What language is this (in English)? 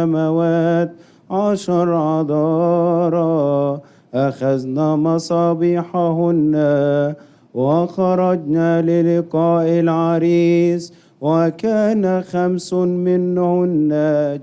Egyptian Arabic